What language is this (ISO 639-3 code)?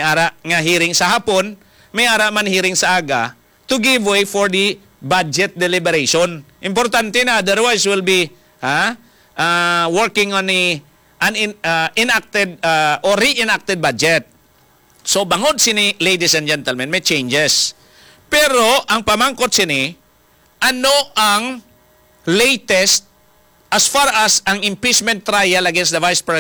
hil